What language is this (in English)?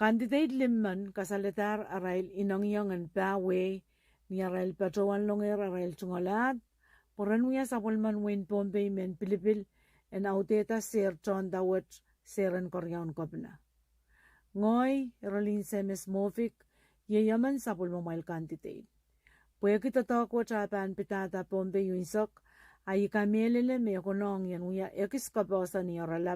Pohnpeian